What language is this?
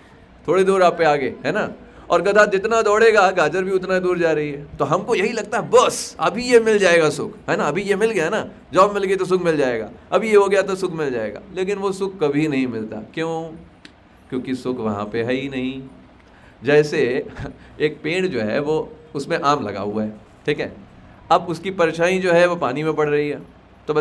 Hindi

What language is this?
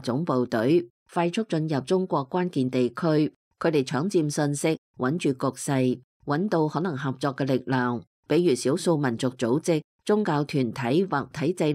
Cantonese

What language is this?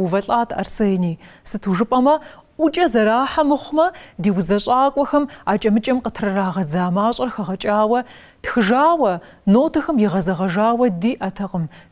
Kabardian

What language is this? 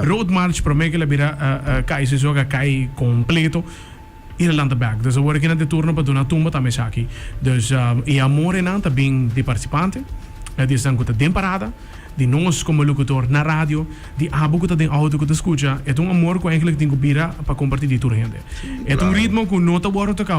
Papiamento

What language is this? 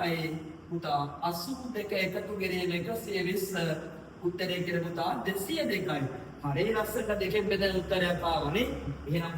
Sinhala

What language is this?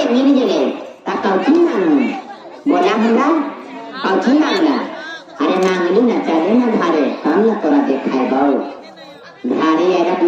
Magahi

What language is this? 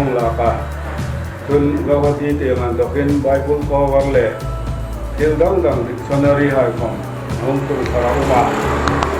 Hmar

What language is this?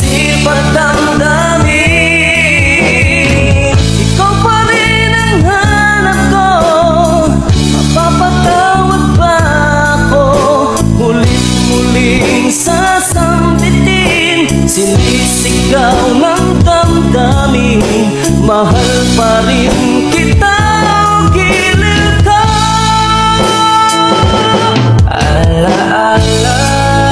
Filipino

